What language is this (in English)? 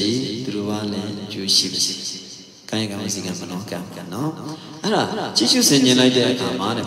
Burmese